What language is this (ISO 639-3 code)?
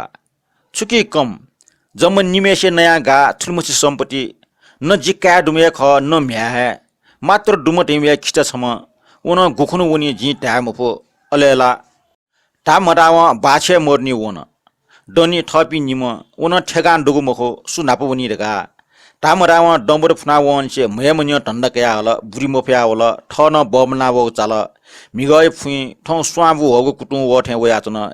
new